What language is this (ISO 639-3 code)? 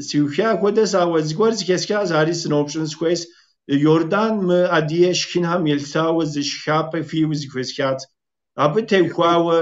kbd